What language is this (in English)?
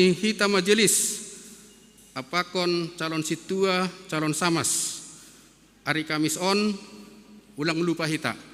Batak Simalungun